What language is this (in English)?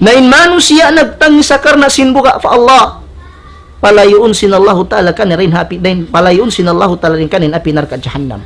Tausug